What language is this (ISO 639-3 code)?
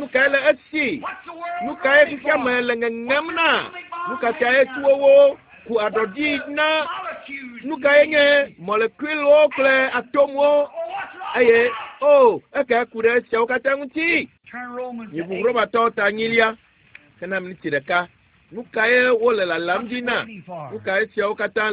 ewe